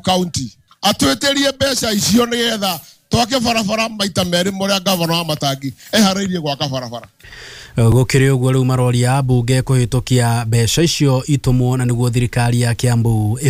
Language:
Kikuyu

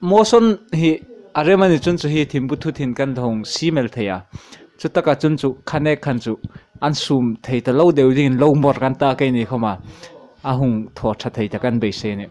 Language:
Hmar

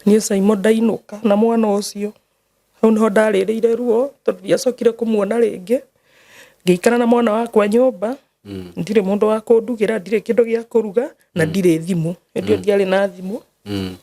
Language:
Kikuyu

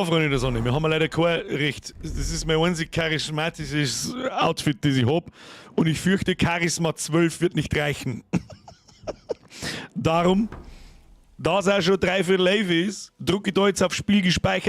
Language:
Bavarian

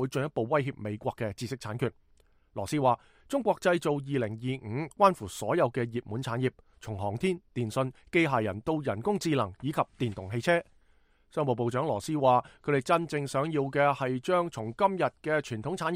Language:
Cantonese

